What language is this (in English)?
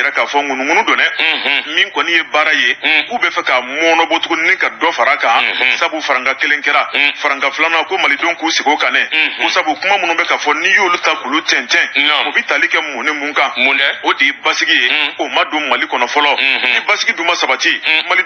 Bambara